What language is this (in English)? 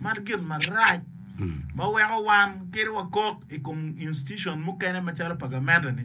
Acoli